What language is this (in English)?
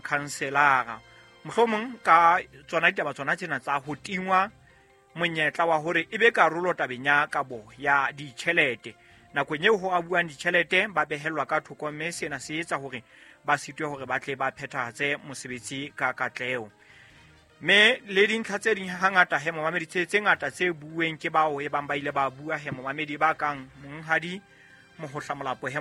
Southern Sotho